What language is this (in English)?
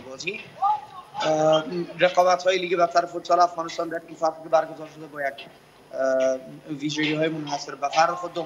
Persian